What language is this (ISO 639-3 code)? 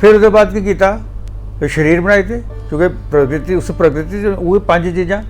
doi